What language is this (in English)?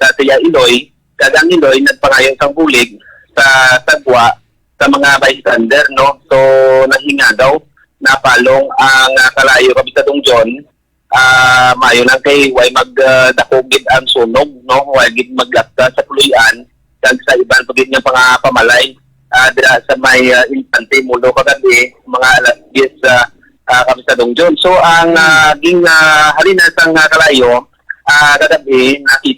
Hiligaynon